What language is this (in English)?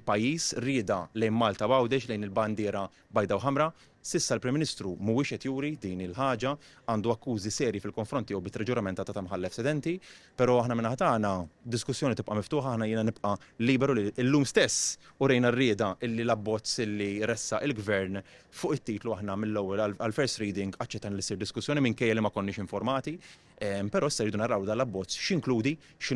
Maltese